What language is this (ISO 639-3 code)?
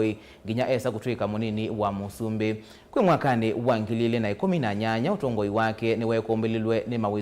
kam